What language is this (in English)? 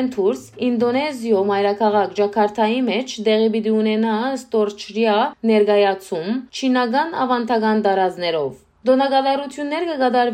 Western Armenian